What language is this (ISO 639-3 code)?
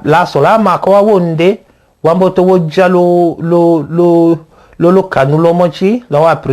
tll